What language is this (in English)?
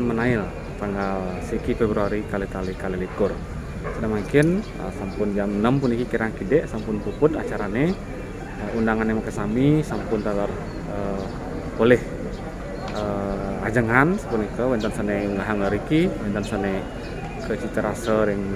Balinese